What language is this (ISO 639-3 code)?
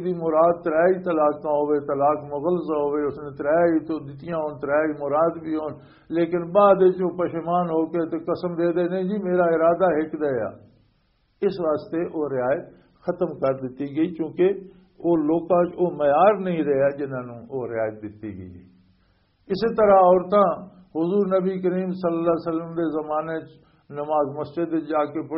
lah